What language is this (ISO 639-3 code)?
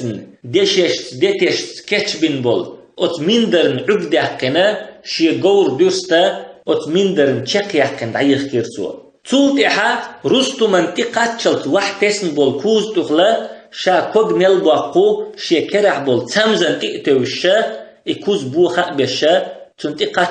che